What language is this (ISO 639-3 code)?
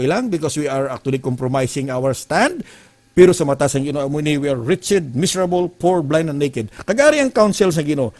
hil